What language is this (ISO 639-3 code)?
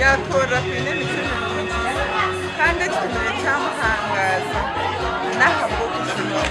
nyn